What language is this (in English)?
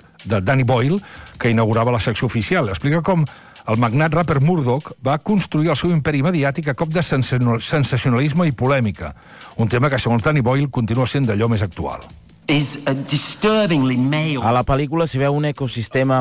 Catalan